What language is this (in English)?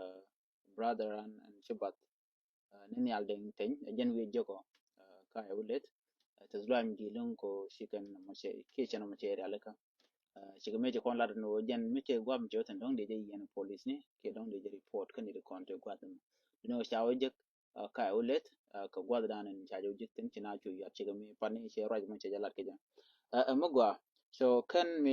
Nuer